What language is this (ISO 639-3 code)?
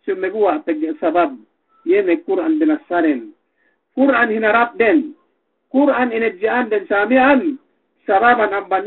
yka